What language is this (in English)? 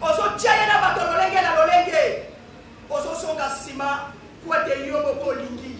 Lingala